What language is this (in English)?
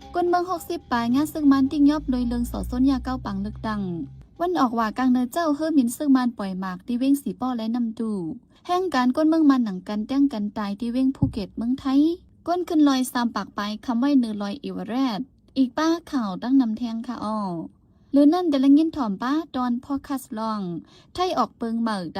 Shan